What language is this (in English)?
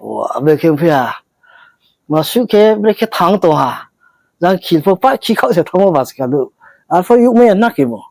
Riang (India)